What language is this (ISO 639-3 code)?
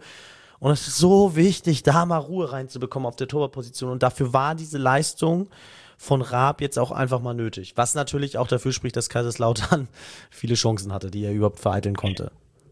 deu